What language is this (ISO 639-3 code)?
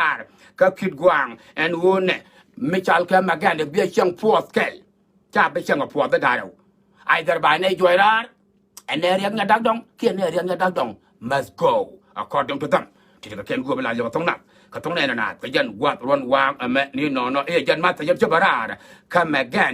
nus